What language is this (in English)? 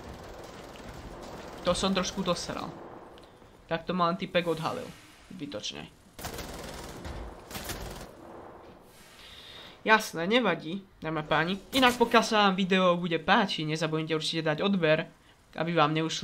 Slovak